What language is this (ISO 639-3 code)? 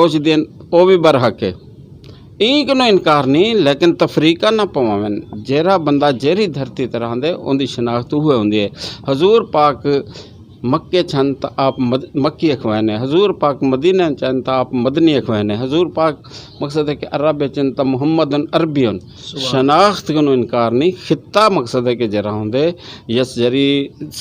skr